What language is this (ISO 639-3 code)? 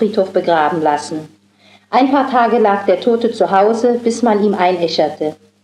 deu